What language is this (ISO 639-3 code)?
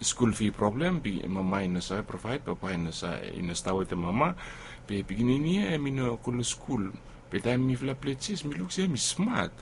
bis